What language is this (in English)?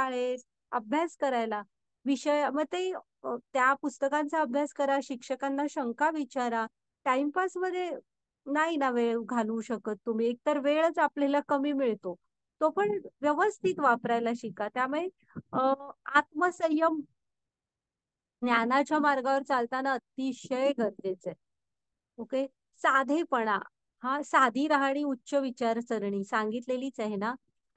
Marathi